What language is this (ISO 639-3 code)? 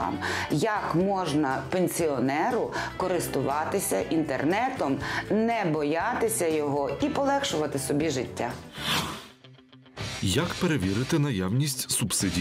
ukr